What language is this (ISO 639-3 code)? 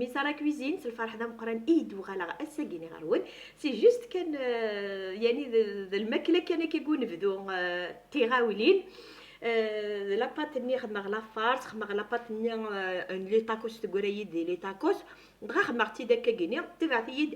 kab